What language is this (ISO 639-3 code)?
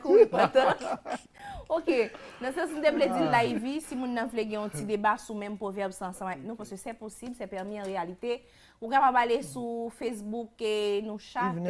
hat